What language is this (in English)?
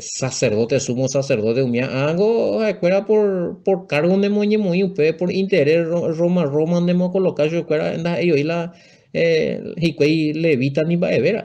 Guarani